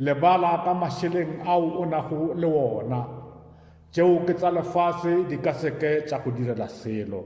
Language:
Northern Sotho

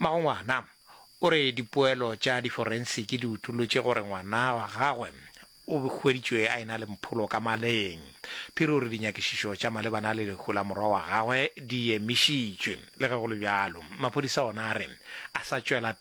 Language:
Northern Sotho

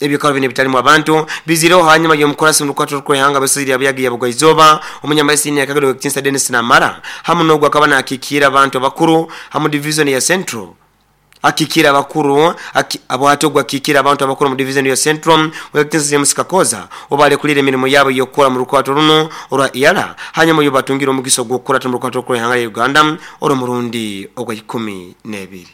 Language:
Nyoro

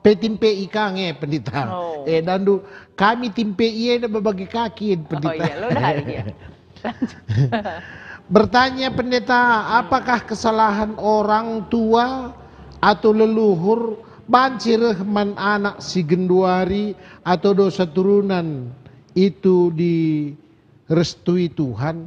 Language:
Batak Karo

